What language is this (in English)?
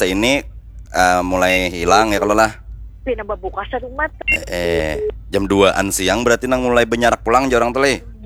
Banjar